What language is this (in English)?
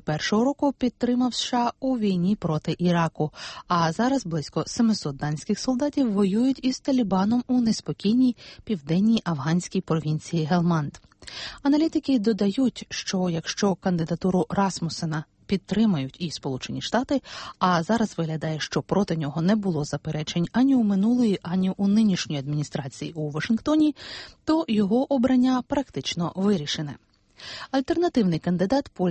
Ukrainian